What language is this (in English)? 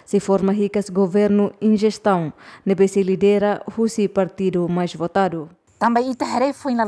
Tetum